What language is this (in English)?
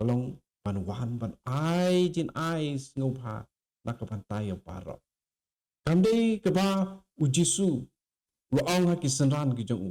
Khasi